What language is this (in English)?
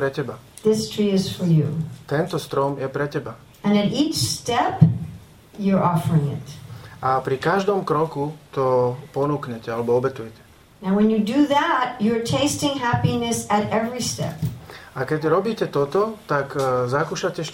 Slovak